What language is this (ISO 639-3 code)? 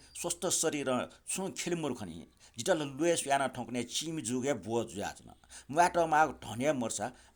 new